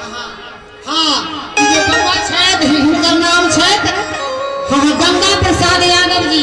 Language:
Maithili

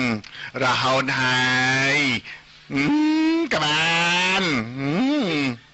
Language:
Khmer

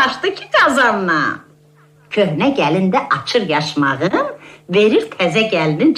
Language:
Azerbaijani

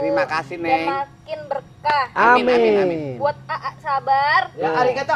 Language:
Betawi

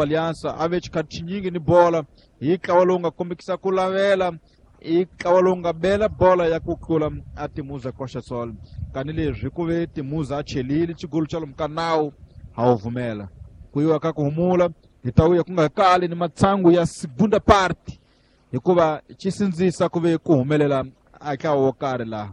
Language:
Tsonga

